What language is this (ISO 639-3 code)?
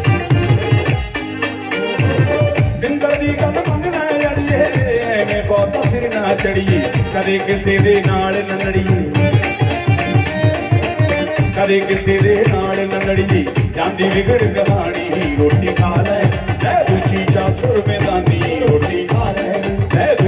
pan